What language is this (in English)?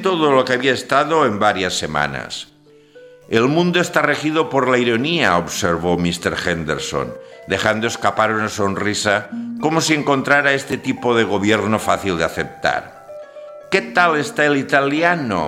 Spanish